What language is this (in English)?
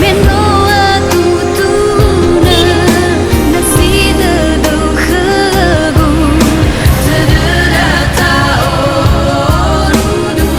Nias